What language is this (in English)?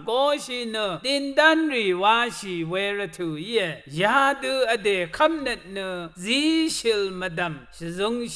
Rawang